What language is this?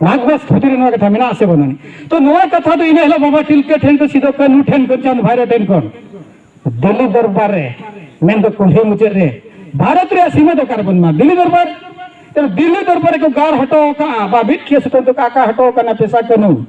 Santali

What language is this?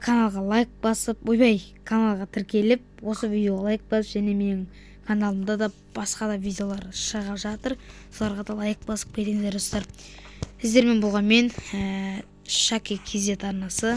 Kazakh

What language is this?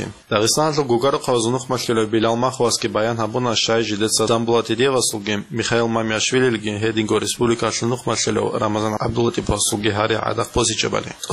Avaric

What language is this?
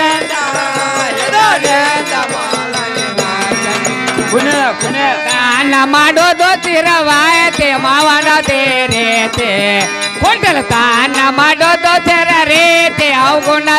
Kannada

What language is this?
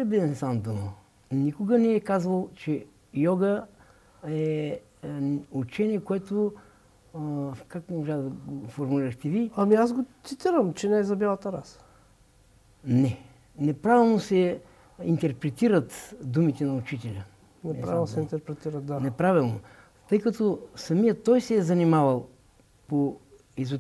Bulgarian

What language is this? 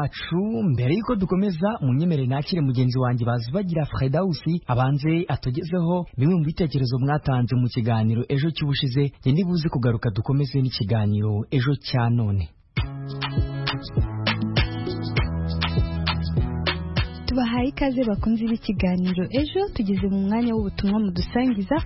Kinyarwanda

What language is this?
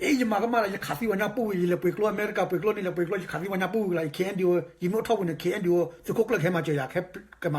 S'gaw Karen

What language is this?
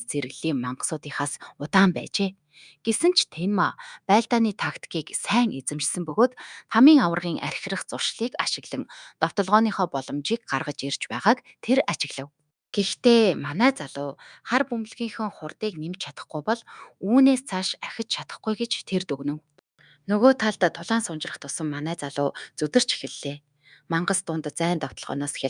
Mongolian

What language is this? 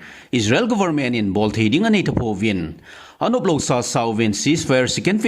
Thado Chin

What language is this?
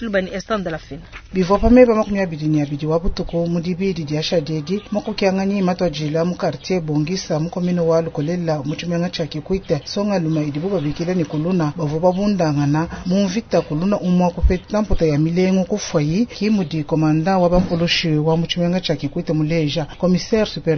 Luba-Lulua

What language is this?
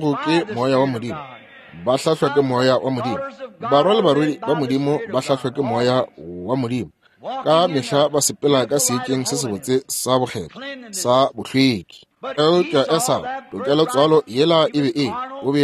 Northern Sotho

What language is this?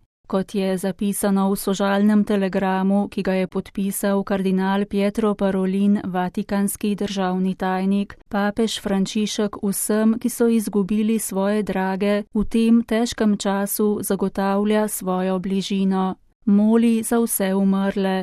Slovenian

